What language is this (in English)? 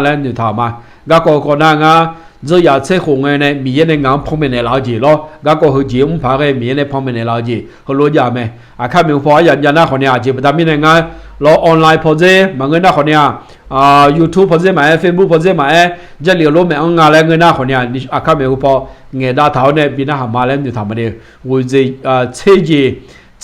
Akha